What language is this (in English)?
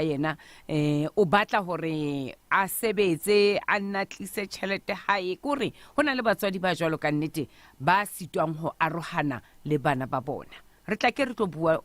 Southern Sotho